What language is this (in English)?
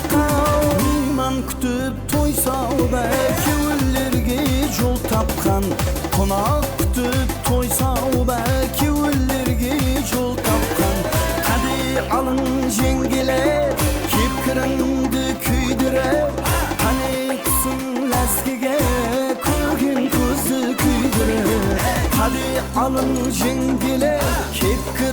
Kara-Kalpak